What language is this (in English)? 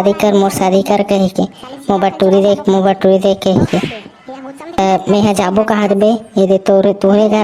Chhattisgarhi